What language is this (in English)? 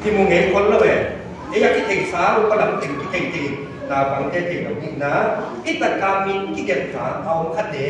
Paite Chin